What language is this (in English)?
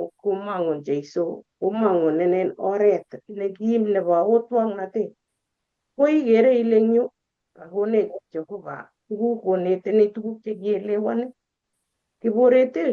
Kalenjin